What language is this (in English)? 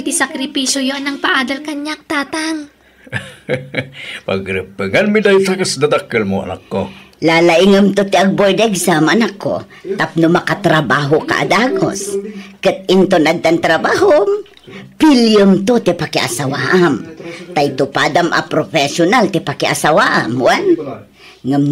Iloko